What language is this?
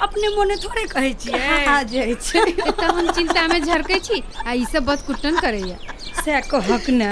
Maithili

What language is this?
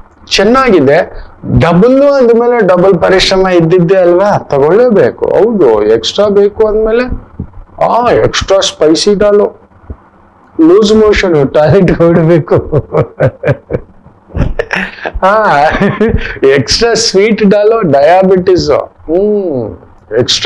Kannada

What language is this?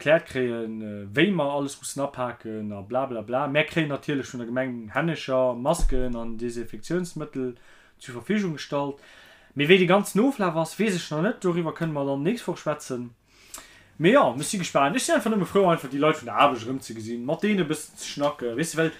Luxembourgish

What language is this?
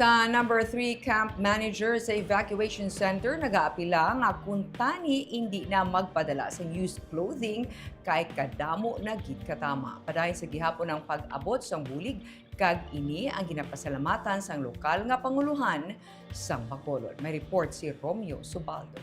Hiligaynon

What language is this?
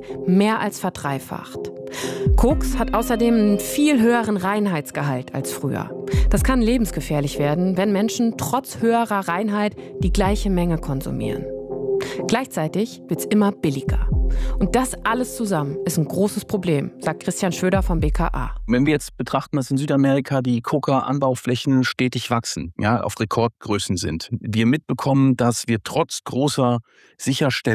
German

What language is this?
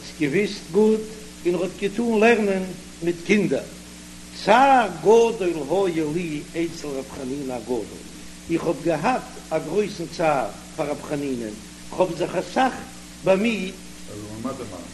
Yiddish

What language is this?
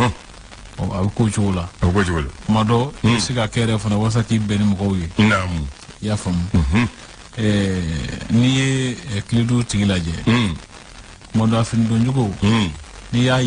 Bambara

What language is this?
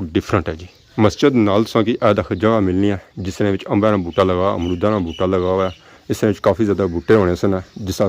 Pahari-Potwari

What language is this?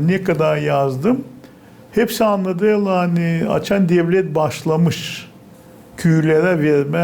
Gagauz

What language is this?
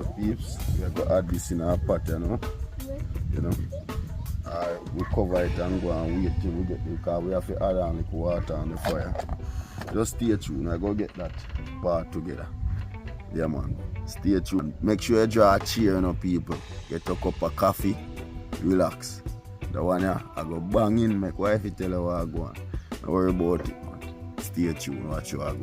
Jamaican Creole English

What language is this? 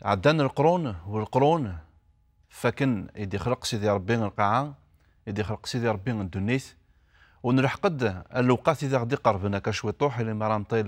Kabyle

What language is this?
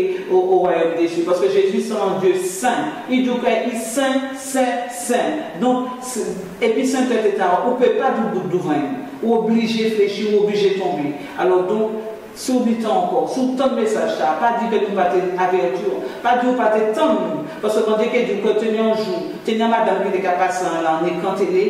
Guadeloupean Creole French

